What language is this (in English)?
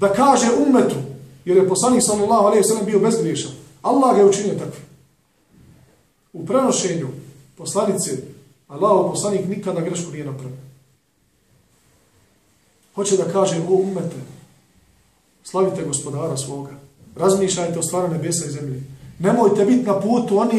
Bosnian